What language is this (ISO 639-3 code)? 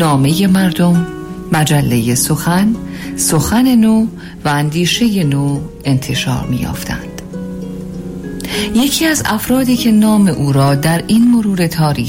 fas